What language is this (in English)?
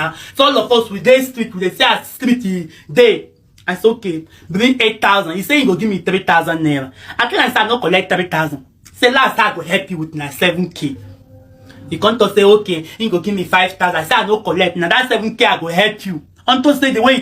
Nigerian Pidgin